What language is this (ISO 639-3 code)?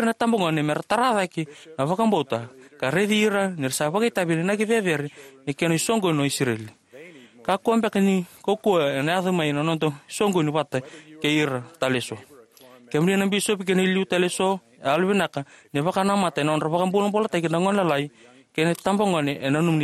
fij